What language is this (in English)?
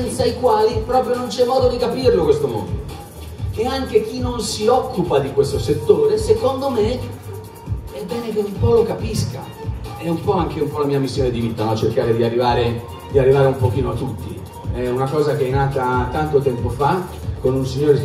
Italian